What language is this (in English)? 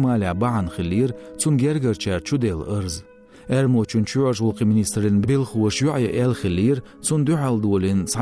Chechen